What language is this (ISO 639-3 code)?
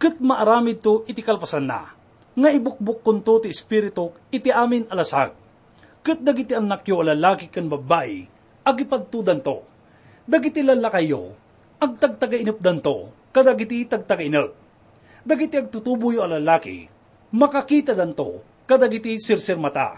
ilo